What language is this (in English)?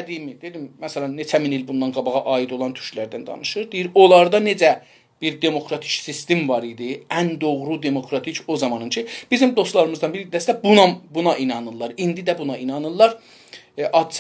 South Azerbaijani